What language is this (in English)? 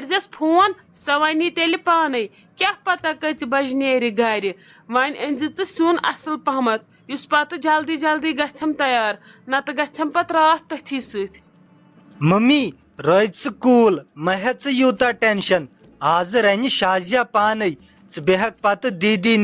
Kashmiri